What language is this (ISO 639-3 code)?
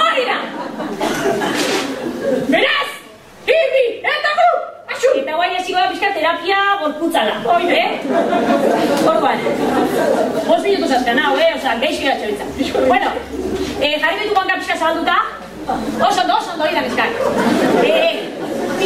eus